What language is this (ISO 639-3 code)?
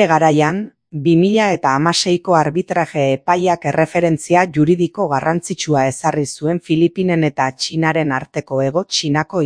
eus